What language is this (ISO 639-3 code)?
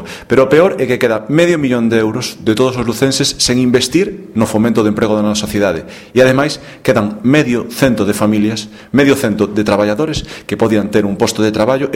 glg